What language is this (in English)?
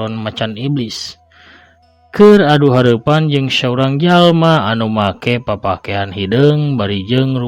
Sundanese